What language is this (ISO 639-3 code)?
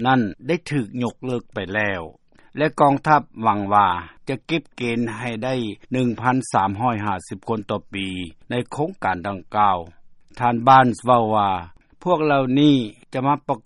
lao